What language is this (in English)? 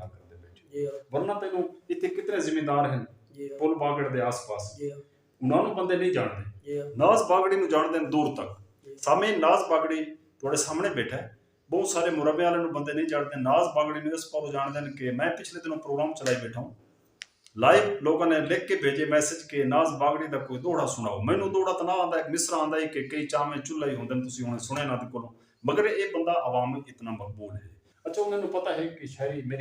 Saraiki